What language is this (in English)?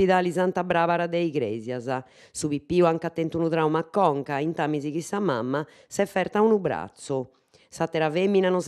Sardinian